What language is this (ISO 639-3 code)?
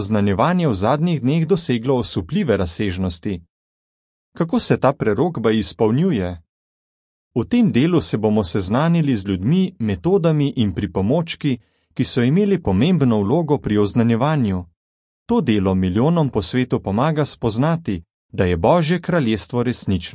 slv